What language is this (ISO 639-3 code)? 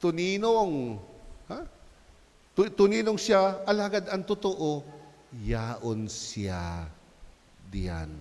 bik